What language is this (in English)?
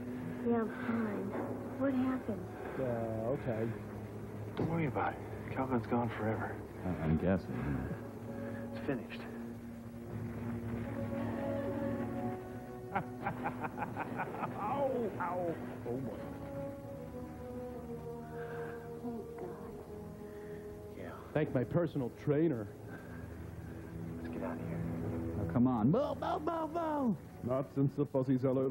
English